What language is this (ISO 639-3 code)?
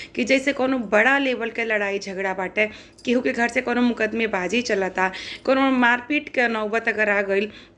bho